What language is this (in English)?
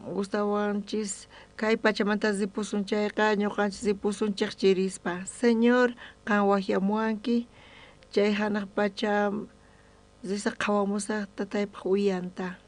South Bolivian Quechua